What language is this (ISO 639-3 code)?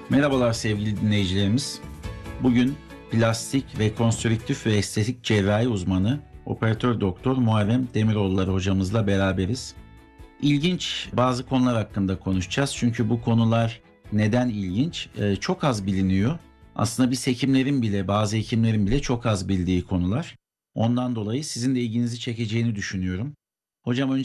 tur